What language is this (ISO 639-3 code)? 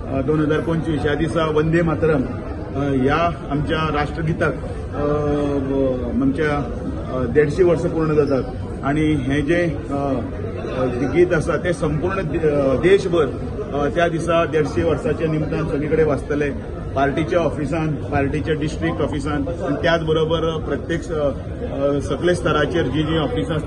kok